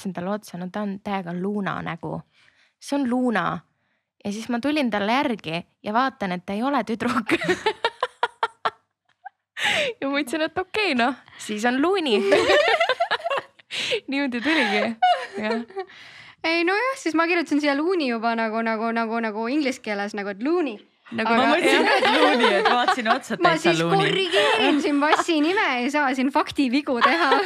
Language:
Estonian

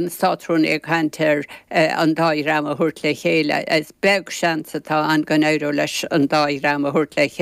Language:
Irish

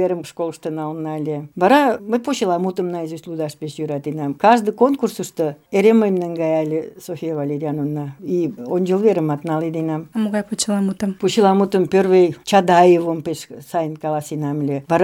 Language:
Mari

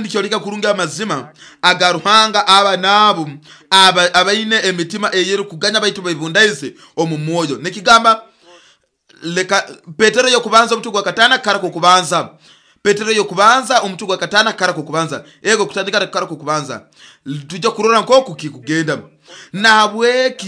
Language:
Nyoro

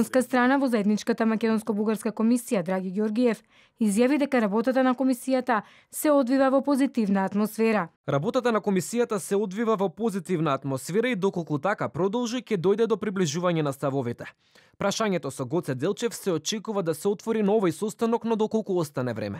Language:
Macedonian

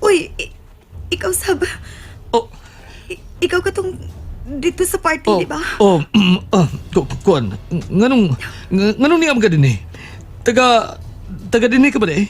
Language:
Cebuano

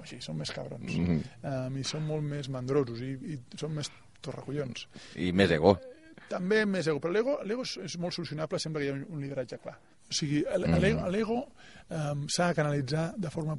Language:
Catalan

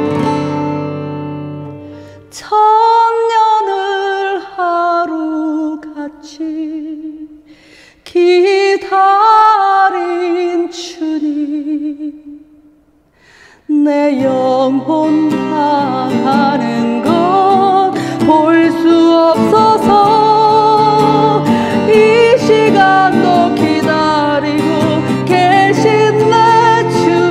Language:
Korean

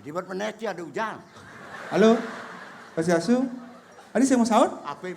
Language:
Balinese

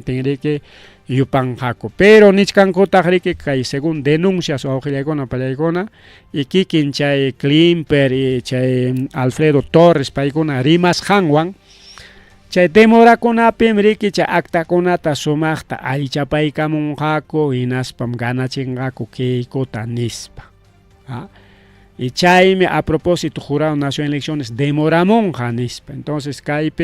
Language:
Ayacucho Quechua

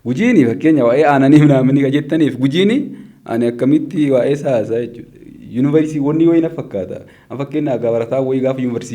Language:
Oromo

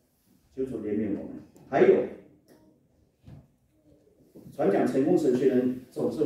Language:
Chinese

